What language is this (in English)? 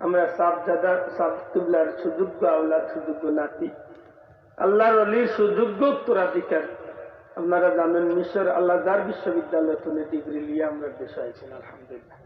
Sylheti